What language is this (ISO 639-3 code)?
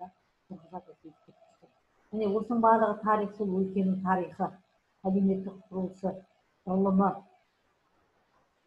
kaz